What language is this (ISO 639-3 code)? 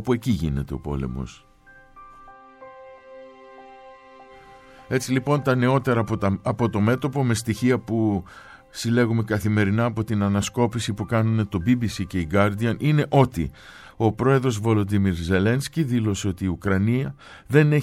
ell